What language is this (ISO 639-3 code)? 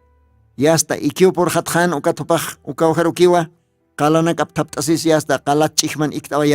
aym